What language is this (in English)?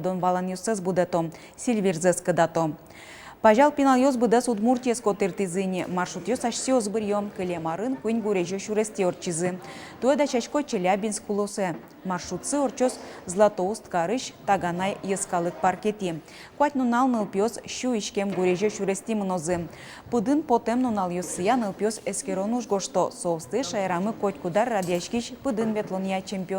Udmurt